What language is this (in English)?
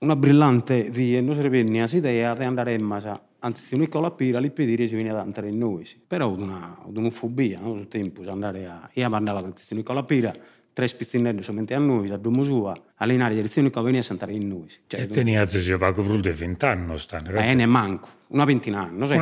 Sardinian